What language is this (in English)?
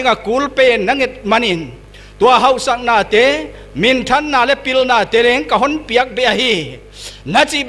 Paite Chin